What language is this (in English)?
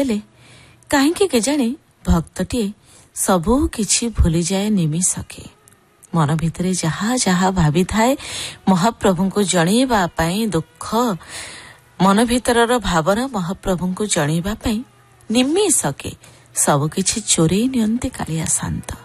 Odia